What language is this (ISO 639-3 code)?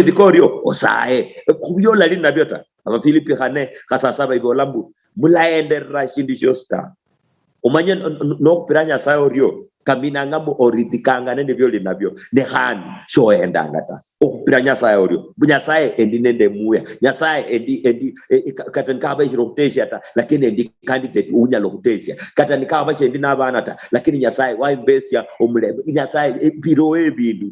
luy